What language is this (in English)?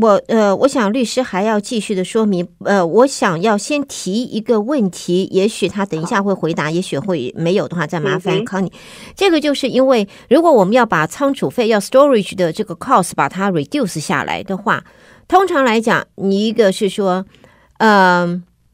Chinese